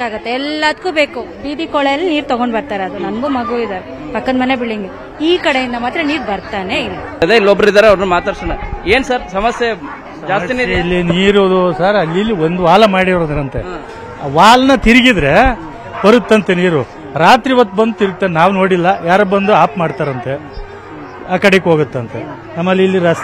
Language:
Kannada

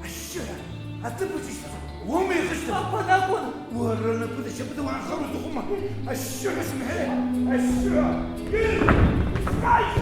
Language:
Abkhazian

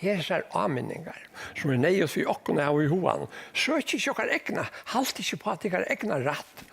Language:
Faroese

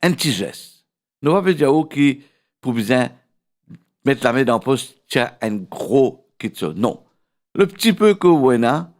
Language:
Morisyen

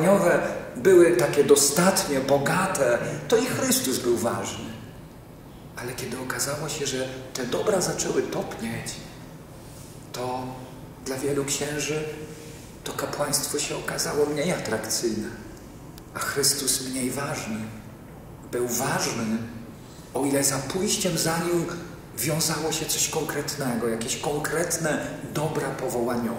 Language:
Polish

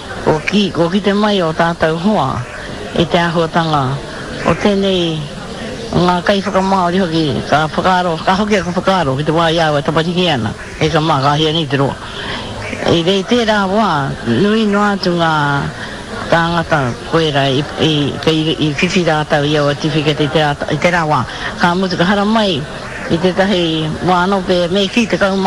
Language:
Māori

